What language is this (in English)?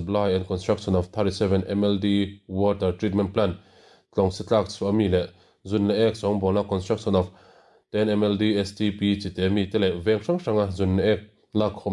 Mizo